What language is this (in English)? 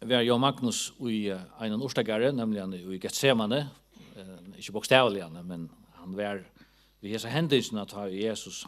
Faroese